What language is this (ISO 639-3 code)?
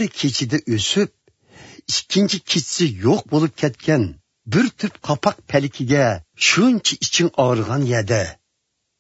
uig